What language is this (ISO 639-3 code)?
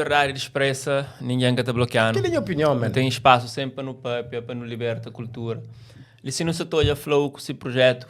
kea